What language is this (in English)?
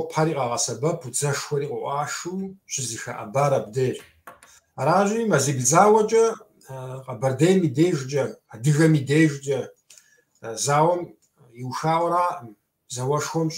Kabardian